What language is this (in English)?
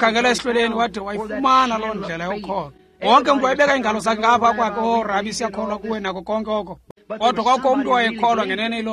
Xhosa